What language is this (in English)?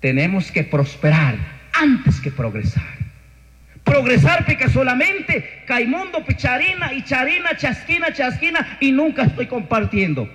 Chimborazo Highland Quichua